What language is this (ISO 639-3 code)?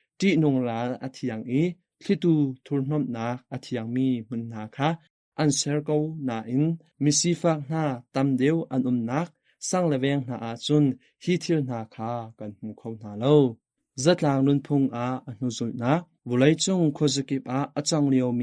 cnh